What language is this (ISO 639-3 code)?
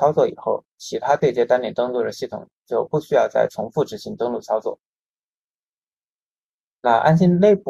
zho